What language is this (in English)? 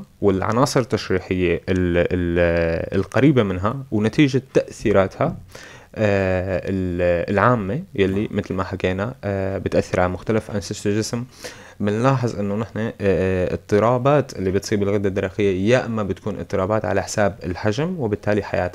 North Levantine Arabic